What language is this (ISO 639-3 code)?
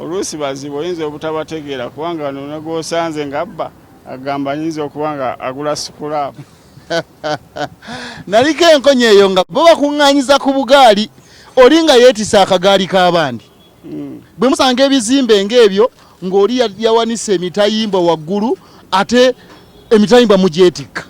lug